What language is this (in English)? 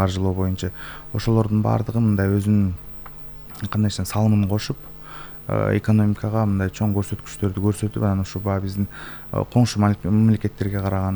Kyrgyz